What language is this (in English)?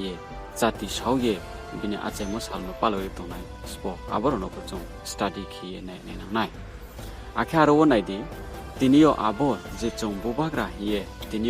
Riang (India)